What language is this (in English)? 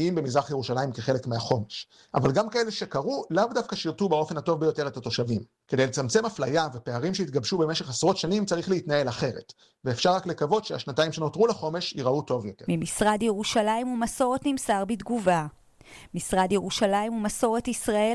Hebrew